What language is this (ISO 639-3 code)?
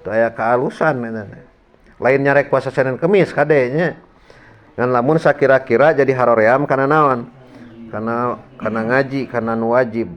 sun